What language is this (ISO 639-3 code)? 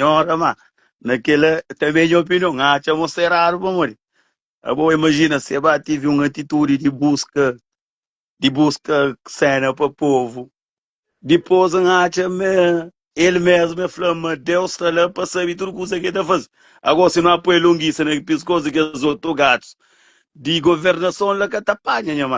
kea